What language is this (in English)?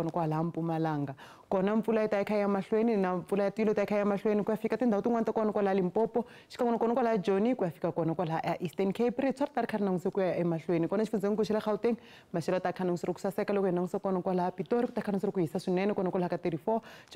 Tsonga